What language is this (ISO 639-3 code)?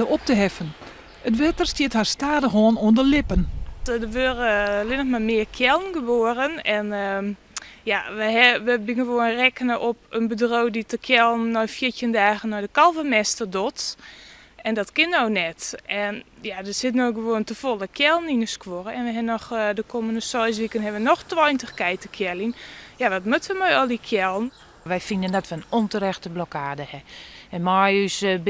fry